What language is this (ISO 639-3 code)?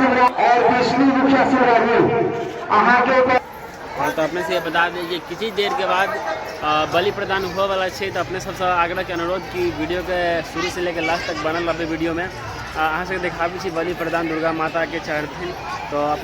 mai